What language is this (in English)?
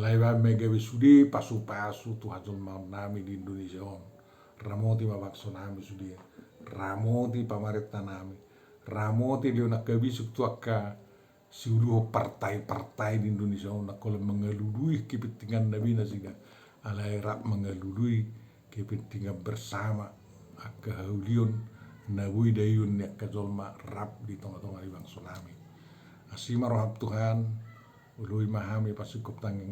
Batak Toba